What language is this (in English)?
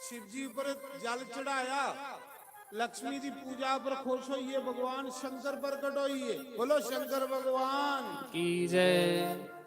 Dogri